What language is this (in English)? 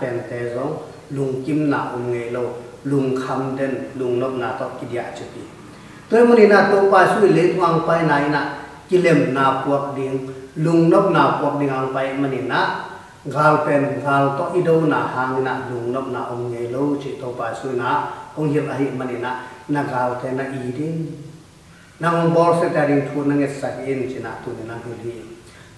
Tedim Chin